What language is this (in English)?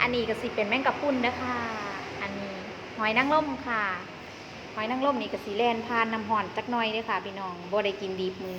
Northeastern Thai